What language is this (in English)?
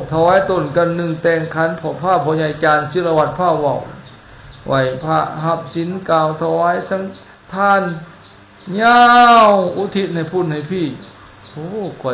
Lao